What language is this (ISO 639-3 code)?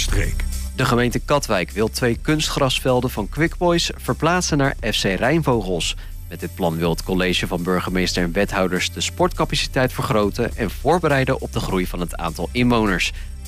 nld